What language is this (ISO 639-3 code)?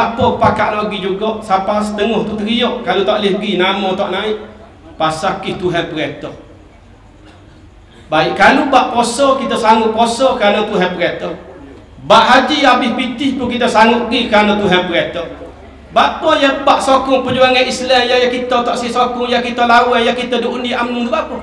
msa